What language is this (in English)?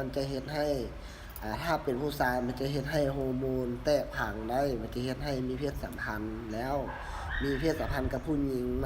Lao